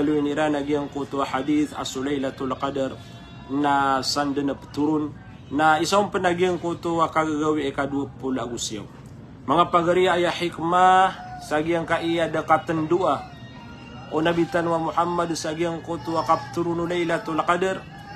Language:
Maranao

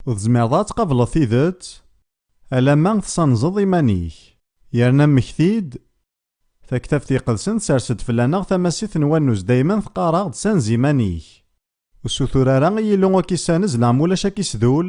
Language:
Kabyle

